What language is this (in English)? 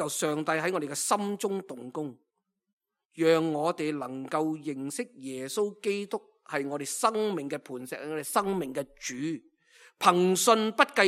Cantonese